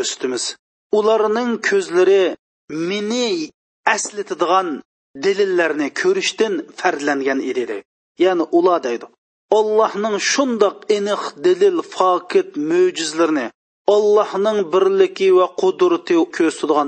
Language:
Uyghur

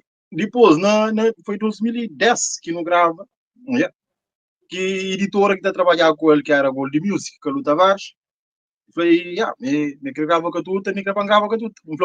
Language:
Kabuverdianu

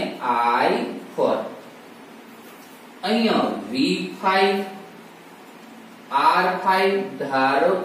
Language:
Gujarati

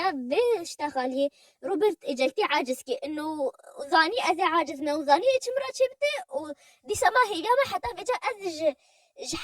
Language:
Kurdish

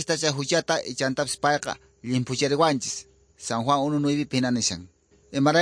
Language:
Quechua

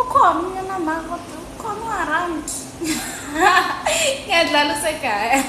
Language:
Zulu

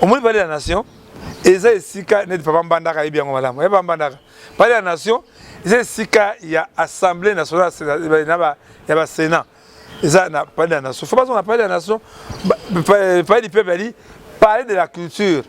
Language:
Lingala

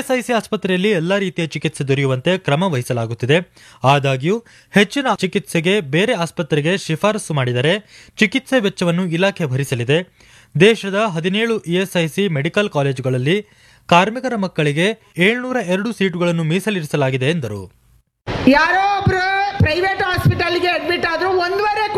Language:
Kannada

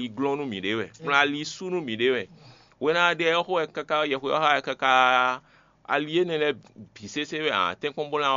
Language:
Fon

